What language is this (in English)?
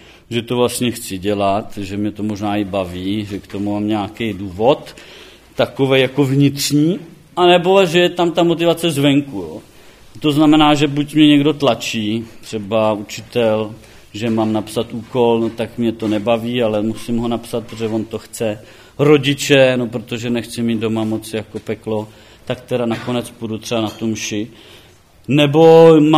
Czech